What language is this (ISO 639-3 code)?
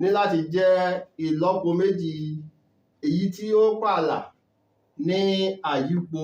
yor